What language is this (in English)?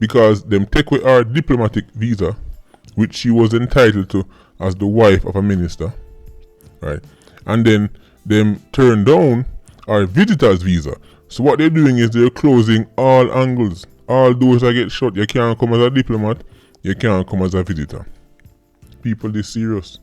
Jamaican Creole English